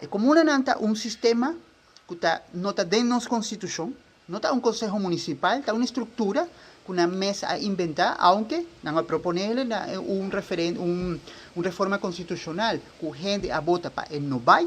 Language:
Papiamento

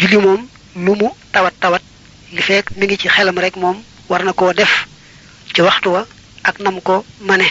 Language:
Wolof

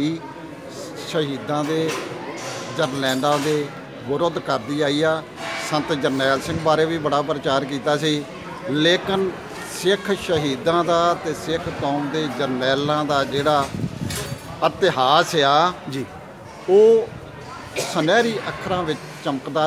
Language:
Punjabi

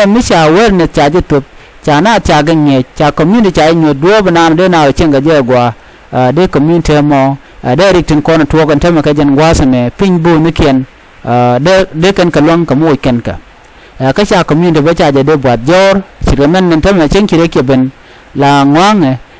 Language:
Nuer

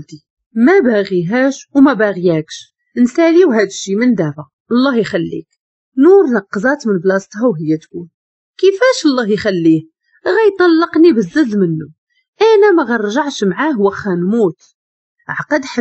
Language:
Moroccan Arabic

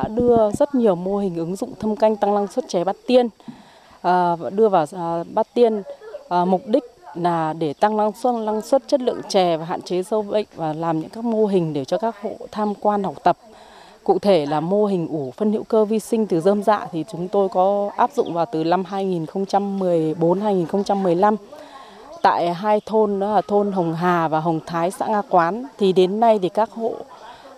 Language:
Vietnamese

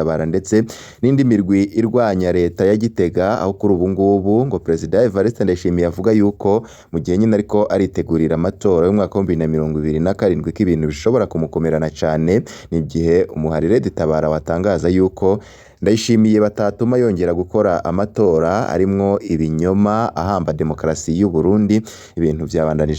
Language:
Rundi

